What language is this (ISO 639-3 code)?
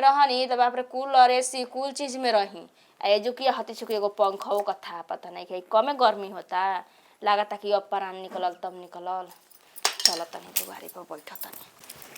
bho